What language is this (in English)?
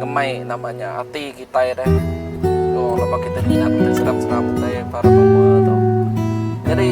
Iban